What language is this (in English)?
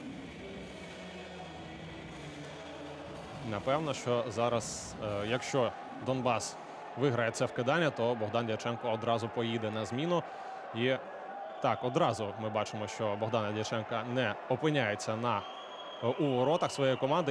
Ukrainian